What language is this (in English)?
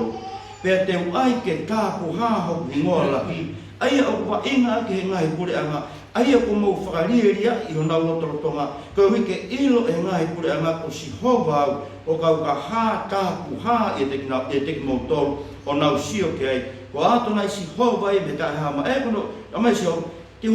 Tongan